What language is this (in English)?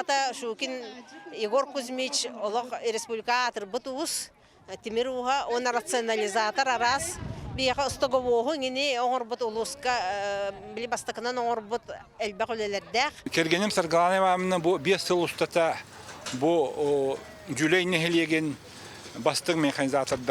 Yakut